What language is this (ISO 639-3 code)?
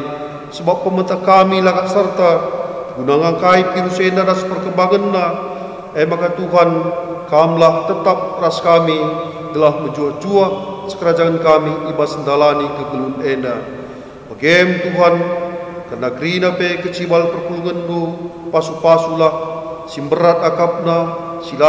btx